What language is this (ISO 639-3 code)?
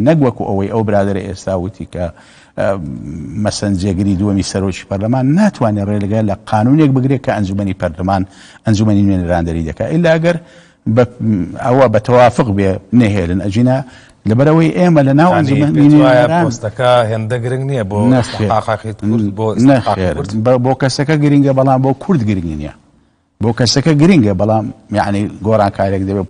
ckb